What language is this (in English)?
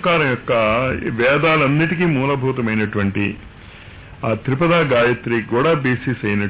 Telugu